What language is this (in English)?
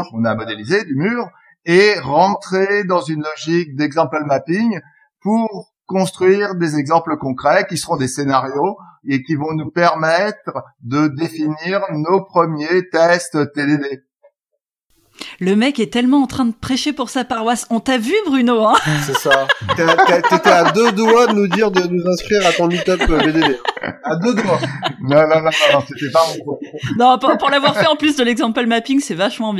French